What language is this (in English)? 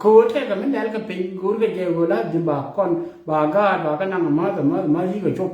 Nuer